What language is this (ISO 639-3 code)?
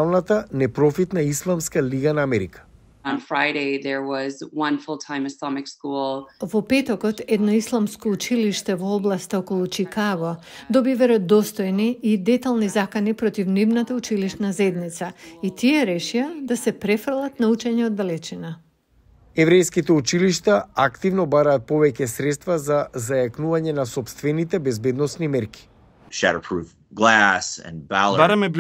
mkd